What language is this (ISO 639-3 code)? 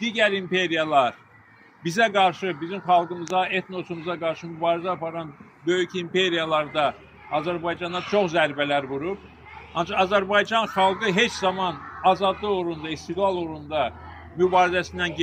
aze